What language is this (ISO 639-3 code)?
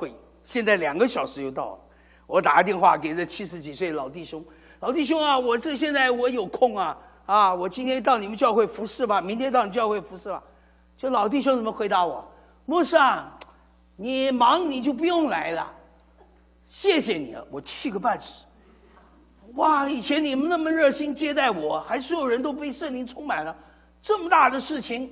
zho